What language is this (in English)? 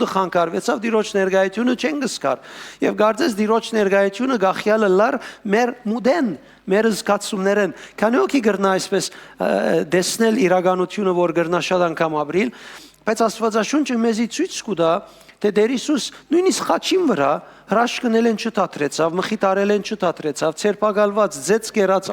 Western Armenian